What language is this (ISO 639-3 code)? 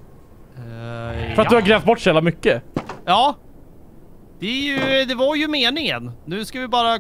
swe